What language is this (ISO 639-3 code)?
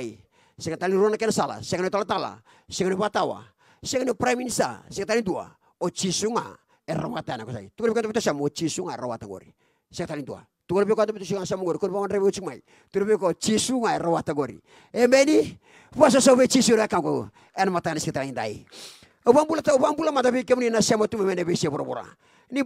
fij